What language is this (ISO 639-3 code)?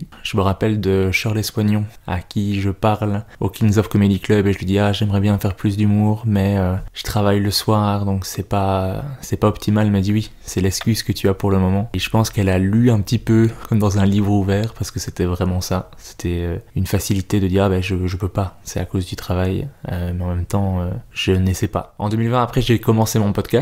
fra